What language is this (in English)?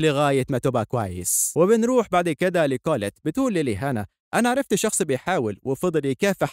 Egyptian Arabic